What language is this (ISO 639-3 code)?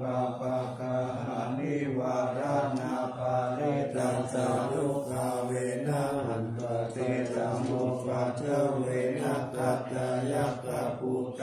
pli